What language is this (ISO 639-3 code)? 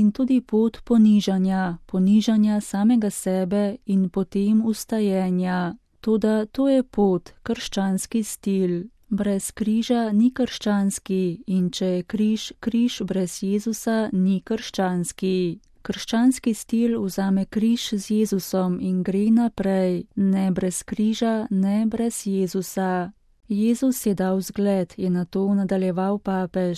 slv